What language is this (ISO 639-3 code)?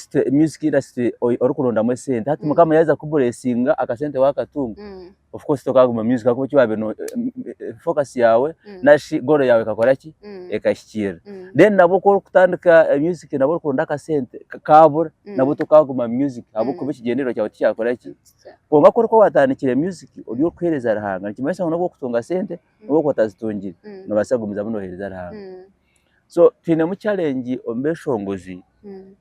nyn